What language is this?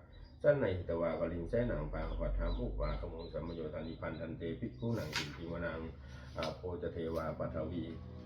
Pali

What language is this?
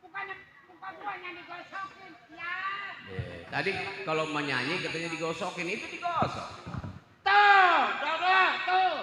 Betawi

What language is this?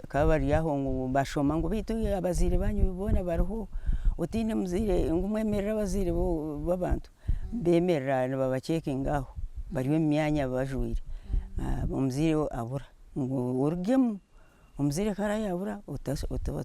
Nyankole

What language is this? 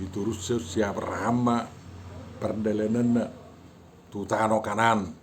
Batak Toba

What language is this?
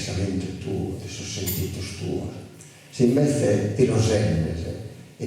Sardinian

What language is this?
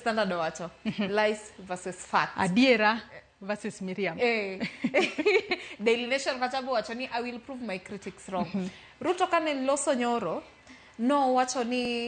Luo (Kenya and Tanzania)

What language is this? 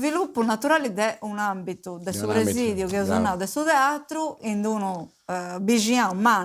Sardinian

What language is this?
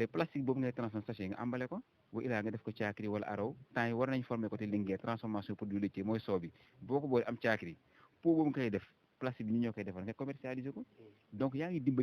Wolof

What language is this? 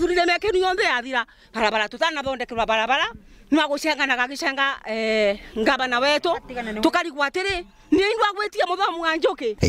Meru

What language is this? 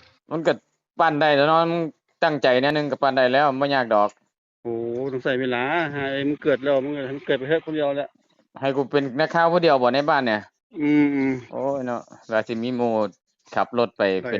Northeastern Thai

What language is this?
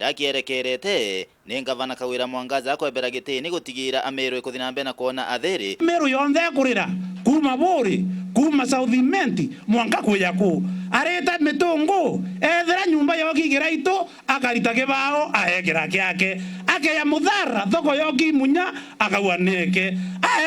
Meru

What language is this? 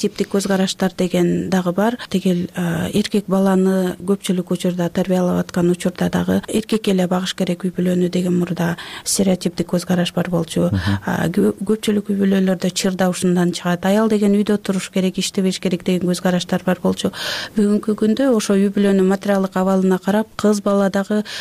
Kyrgyz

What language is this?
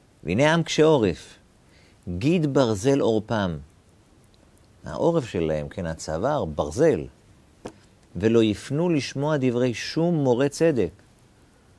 Hebrew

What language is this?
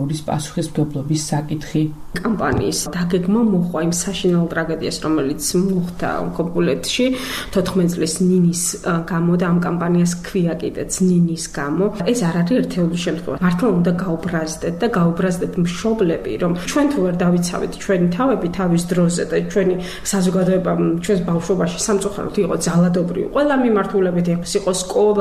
Georgian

